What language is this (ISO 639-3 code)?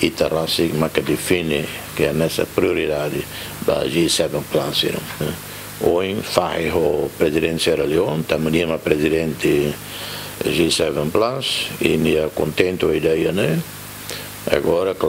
tet